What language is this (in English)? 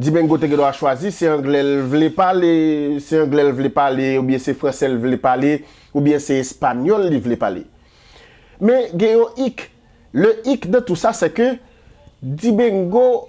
Haitian Creole